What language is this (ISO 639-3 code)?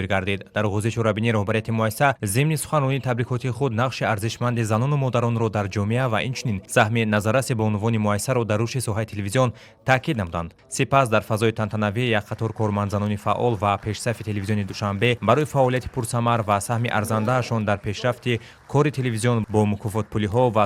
tgk